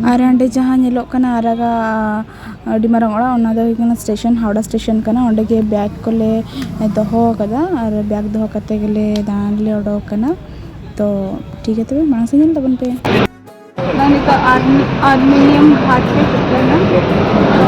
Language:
Santali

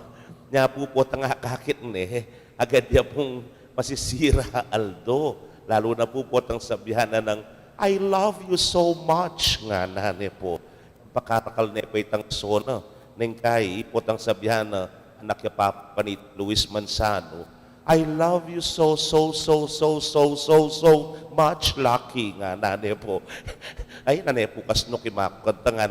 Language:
Pampanga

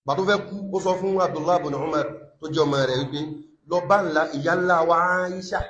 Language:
Yoruba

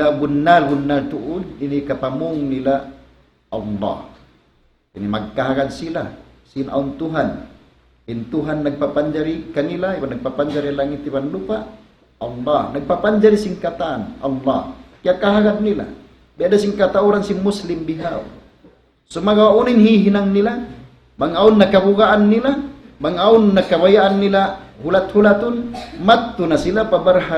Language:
Tausug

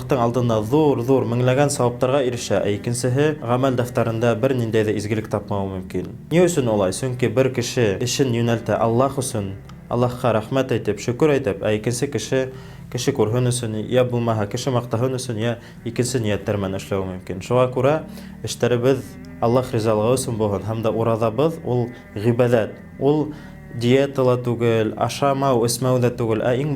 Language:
Bashkir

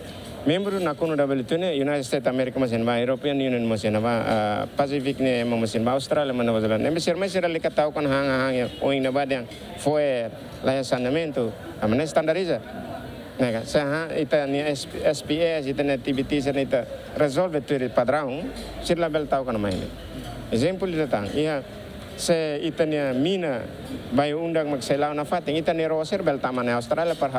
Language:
Tetum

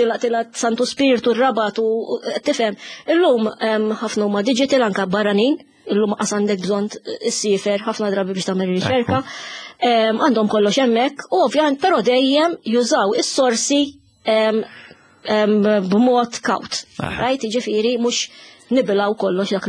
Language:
Maltese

